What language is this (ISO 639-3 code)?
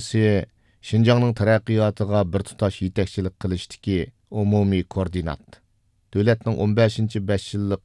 uig